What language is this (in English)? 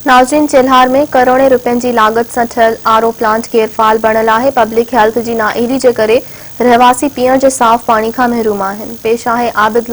Sindhi